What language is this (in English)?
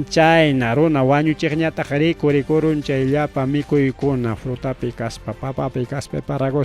Ayacucho Quechua